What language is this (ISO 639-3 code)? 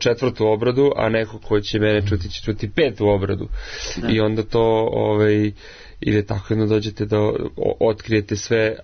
srp